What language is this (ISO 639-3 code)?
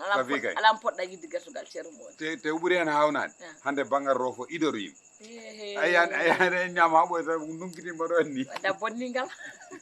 ful